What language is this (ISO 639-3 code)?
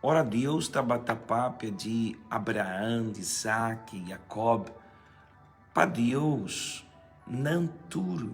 pap